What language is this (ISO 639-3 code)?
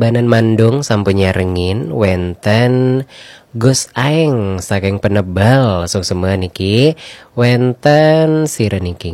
ban